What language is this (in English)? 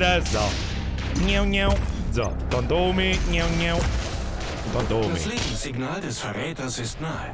Bavarian